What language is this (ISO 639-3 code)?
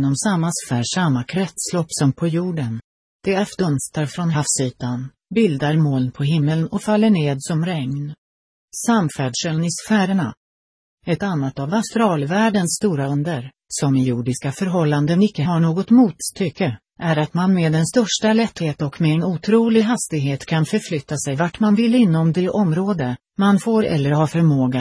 swe